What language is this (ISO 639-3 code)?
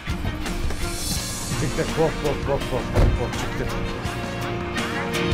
kaz